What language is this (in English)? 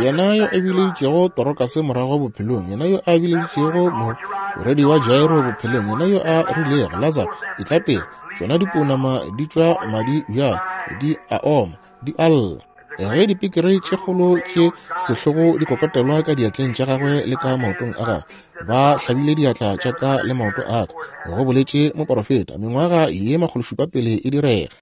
Northern Sotho